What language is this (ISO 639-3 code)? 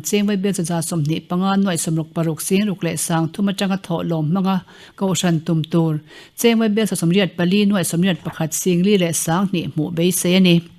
lus